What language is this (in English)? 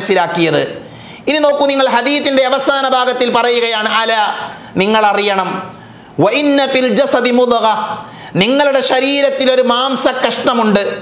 Malayalam